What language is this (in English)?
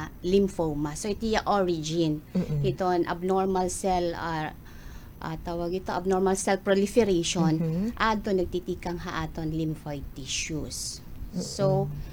Waray